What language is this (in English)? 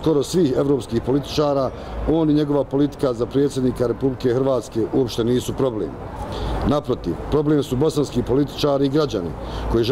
Bosnian